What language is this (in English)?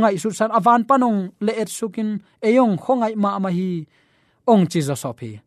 Tedim Chin